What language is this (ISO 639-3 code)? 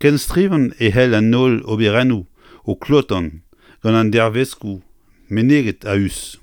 bre